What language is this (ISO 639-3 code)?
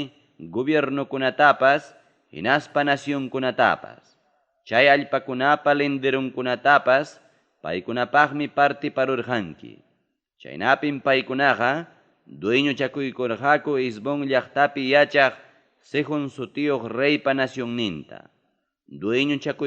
quy